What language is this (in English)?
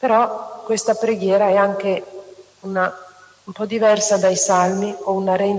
Italian